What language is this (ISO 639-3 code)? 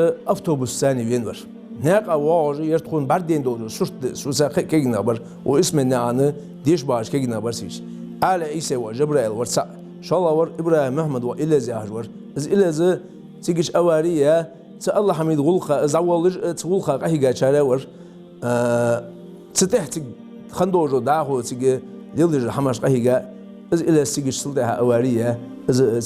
inh